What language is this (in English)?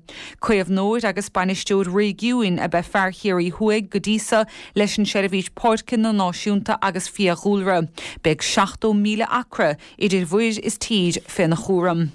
Irish